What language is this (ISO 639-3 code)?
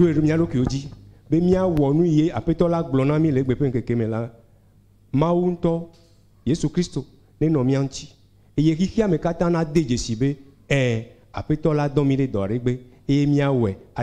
ewe